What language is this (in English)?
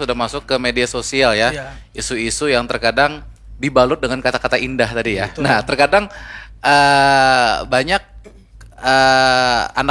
Indonesian